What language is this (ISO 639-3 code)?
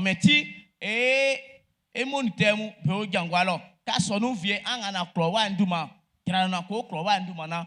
bci